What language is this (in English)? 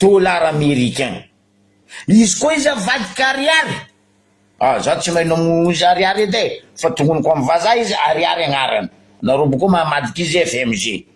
Malagasy